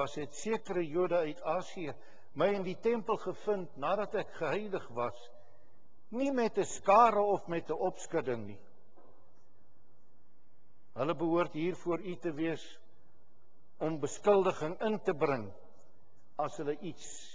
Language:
Afrikaans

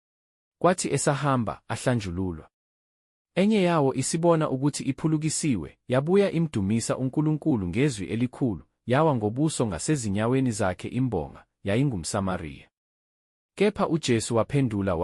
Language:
Zulu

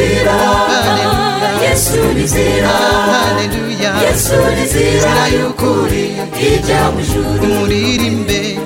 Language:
Kinyarwanda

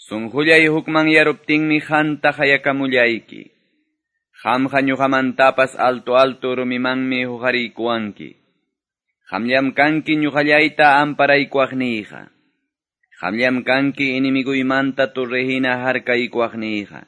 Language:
Quechua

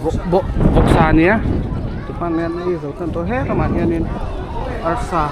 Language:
Mizo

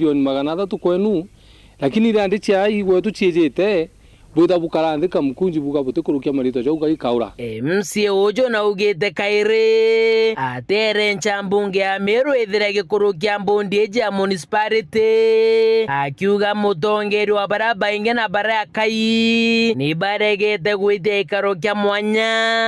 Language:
Meru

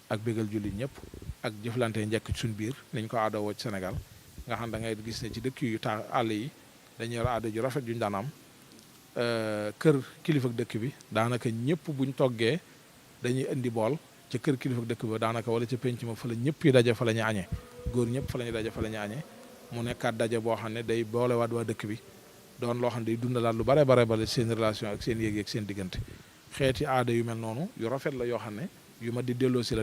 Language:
Wolof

